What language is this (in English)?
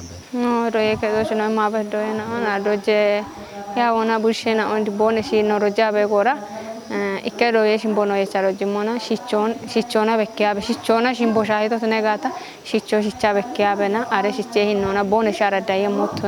Kafa